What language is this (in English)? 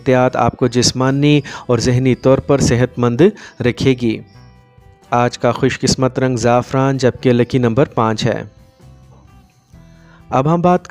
Urdu